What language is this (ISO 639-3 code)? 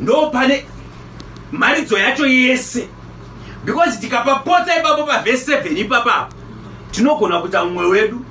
sna